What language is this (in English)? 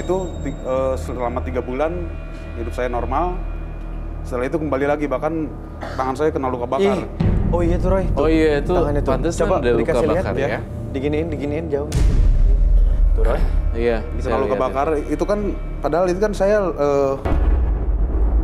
Indonesian